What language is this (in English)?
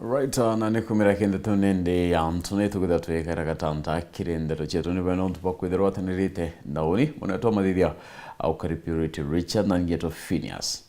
Meru